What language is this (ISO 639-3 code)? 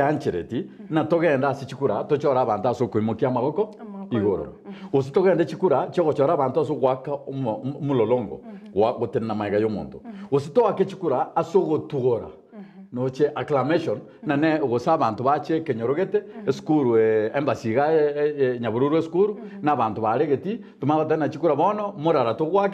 guz